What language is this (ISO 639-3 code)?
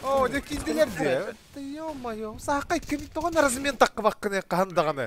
sah